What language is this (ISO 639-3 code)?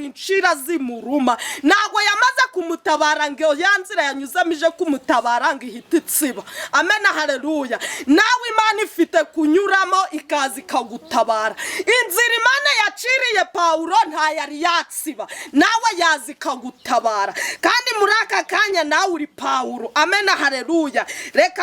kin